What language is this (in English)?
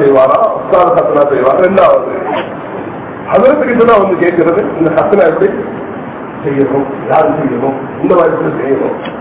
Tamil